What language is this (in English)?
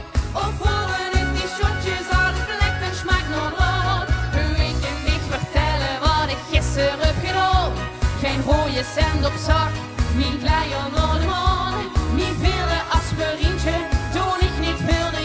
Limburgish